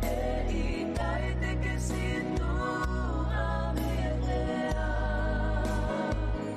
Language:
Tongan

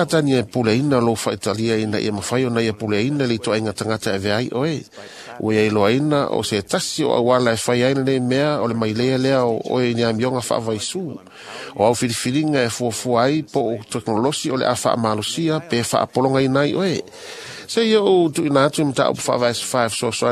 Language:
Samoan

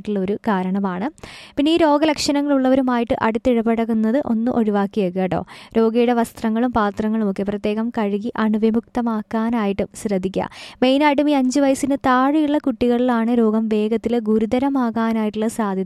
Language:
Malayalam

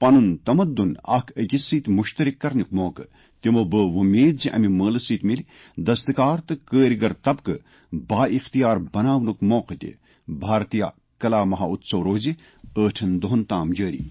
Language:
Kashmiri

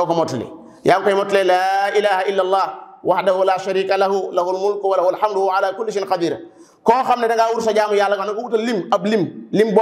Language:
Wolof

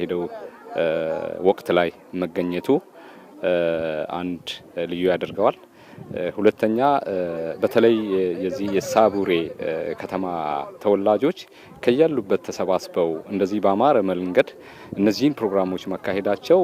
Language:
Amharic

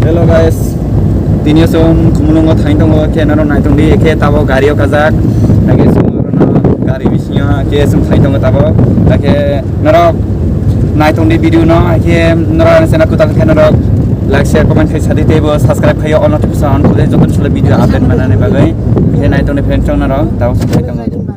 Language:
Kok Borok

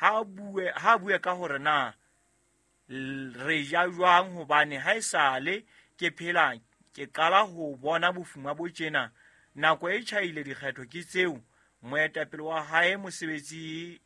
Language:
Southern Sotho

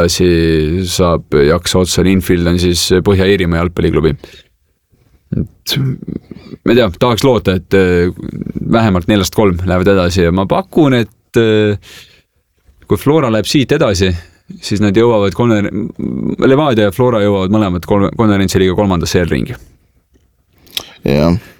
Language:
Estonian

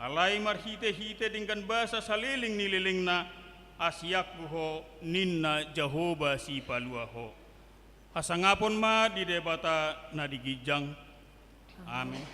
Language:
Batak Toba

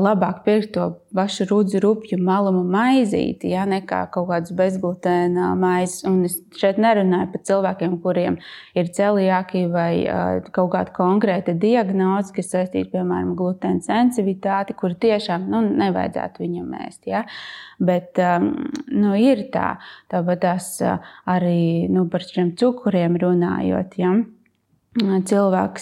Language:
Latvian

